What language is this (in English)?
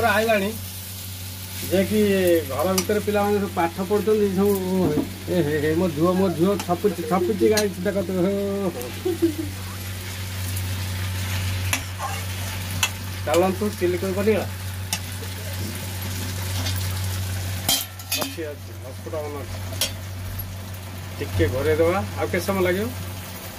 Odia